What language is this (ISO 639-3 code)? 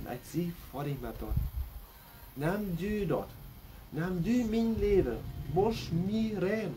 pdt